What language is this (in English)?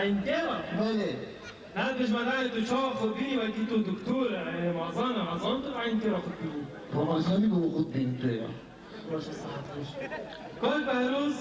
Kurdish